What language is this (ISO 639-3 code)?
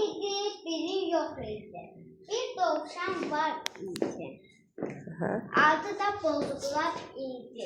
aze